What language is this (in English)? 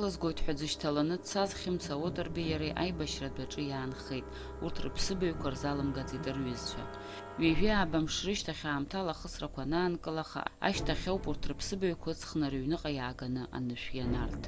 Abkhazian